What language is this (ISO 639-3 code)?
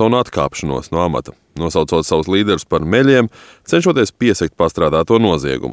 lav